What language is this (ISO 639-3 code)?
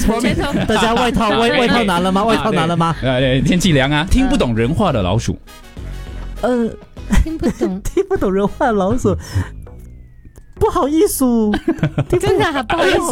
zho